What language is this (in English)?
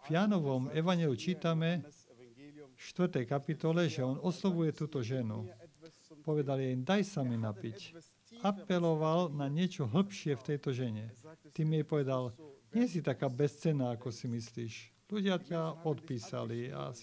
Slovak